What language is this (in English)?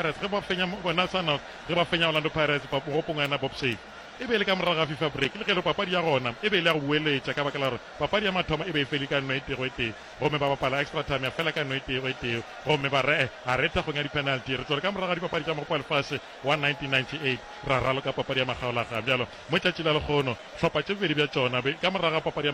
Northern Sotho